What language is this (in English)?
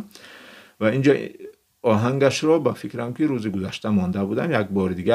Tajik